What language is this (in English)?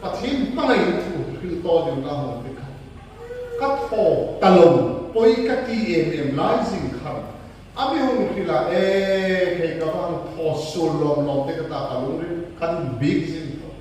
Hmar